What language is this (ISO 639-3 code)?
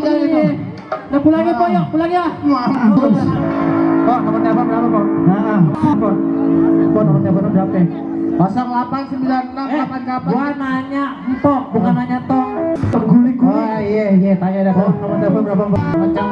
bew